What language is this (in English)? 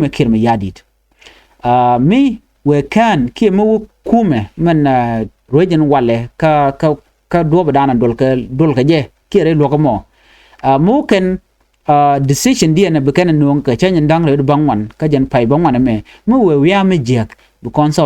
Nuer